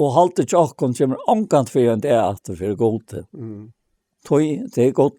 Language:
Faroese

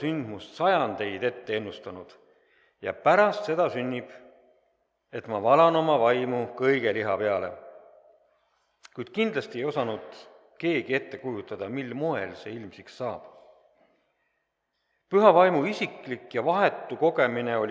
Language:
Estonian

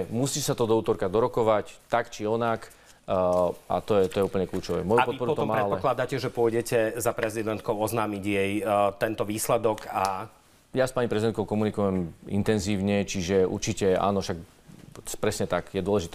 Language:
Slovak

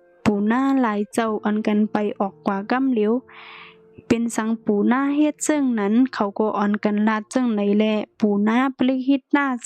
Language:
Shan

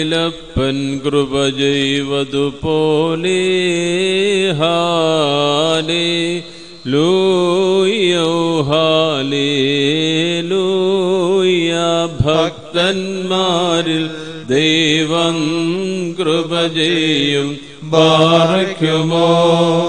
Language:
Malayalam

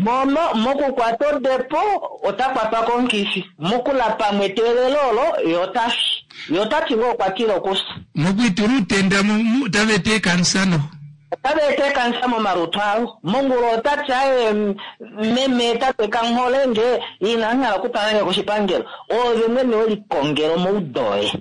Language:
Kuanyama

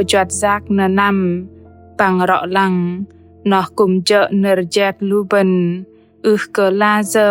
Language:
Bahnar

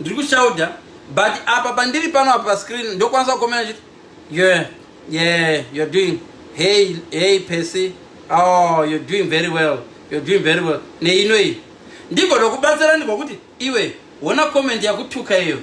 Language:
Shona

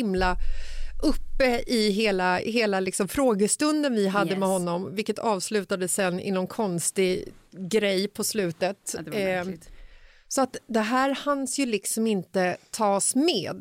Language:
Swedish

